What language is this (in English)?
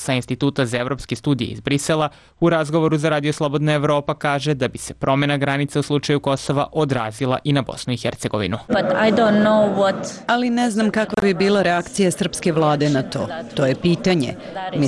Serbian